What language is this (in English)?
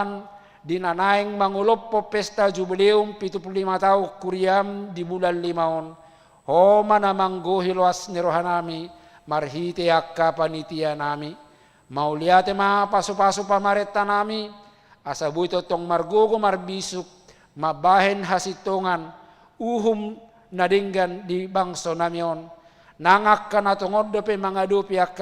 Batak Toba